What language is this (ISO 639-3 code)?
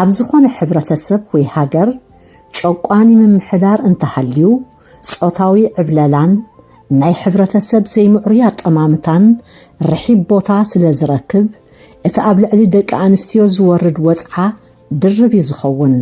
tir